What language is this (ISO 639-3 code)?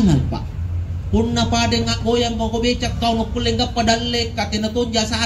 mak